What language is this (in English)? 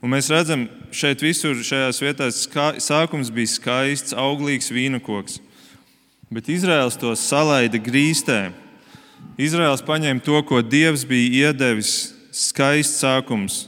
Latvian